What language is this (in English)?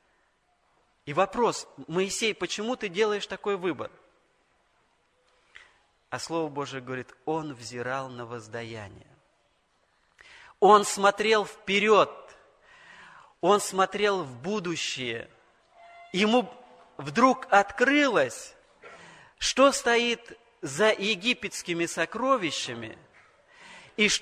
Russian